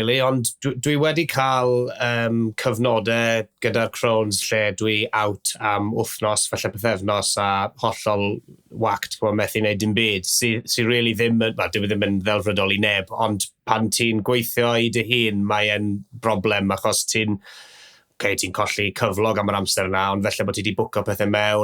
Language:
Welsh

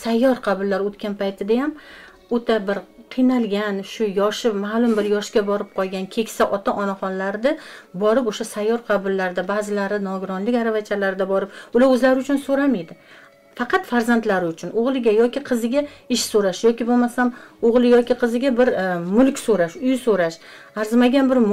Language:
Uzbek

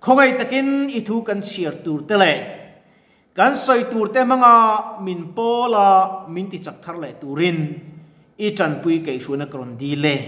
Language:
Mizo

